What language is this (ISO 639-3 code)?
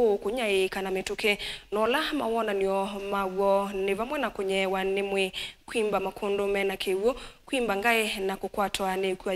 kam